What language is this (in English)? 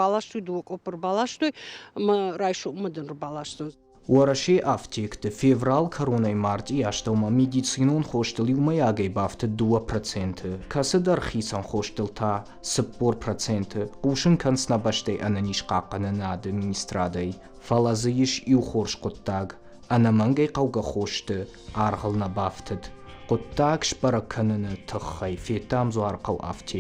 Ossetic